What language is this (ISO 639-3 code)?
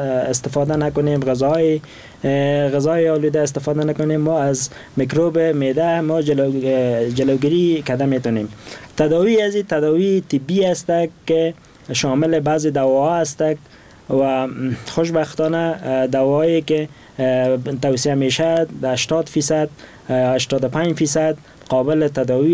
fas